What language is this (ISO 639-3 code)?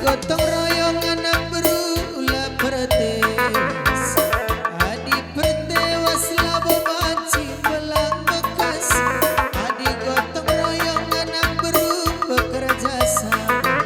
btx